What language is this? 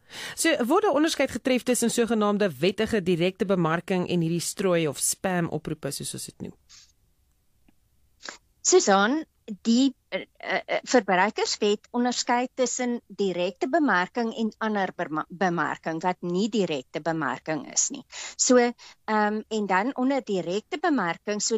Afrikaans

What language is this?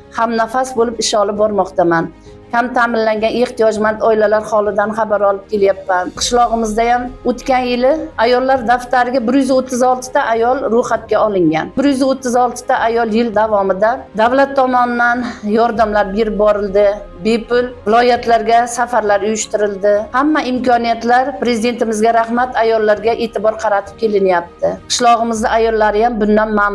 Uzbek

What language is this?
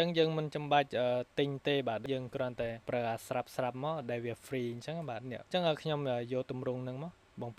Khmer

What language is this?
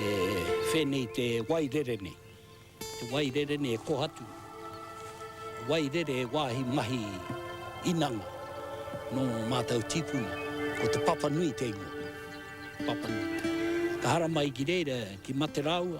Māori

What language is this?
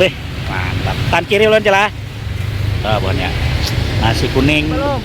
Banjar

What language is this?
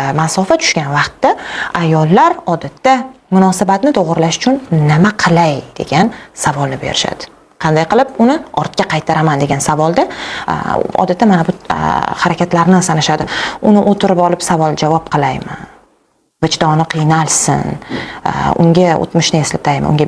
Uzbek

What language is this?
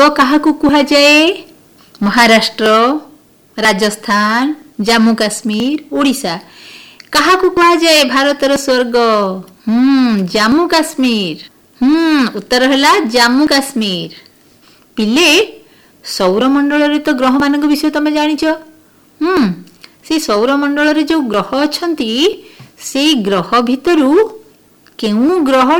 Odia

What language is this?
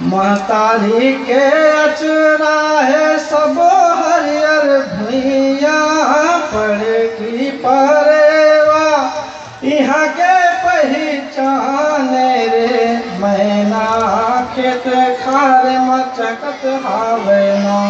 Chhattisgarhi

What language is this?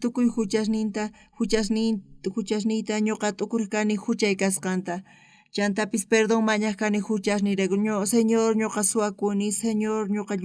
South Bolivian Quechua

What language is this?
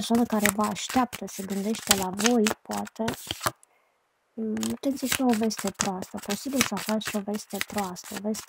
Romanian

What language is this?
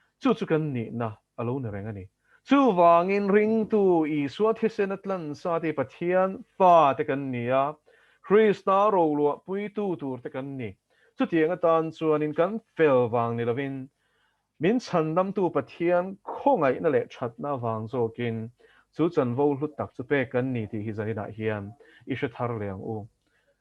Mizo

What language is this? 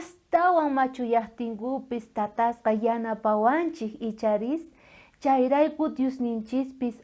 South Bolivian Quechua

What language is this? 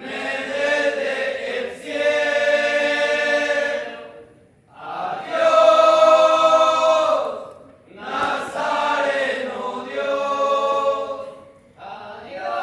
Guarani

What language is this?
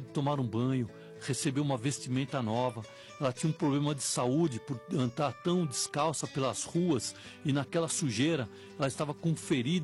Portuguese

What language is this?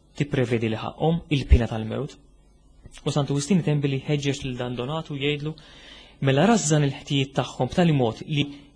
Maltese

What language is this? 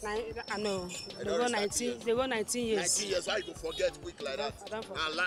Nigerian Pidgin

